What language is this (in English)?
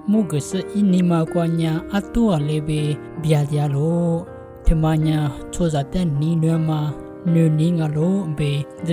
Lisu